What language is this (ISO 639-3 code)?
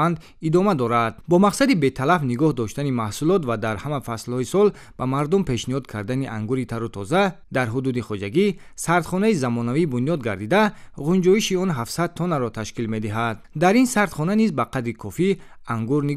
tgk